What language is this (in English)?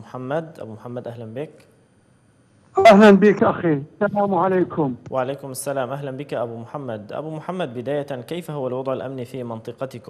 Arabic